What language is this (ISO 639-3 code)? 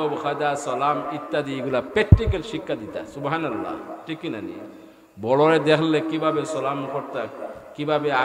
syl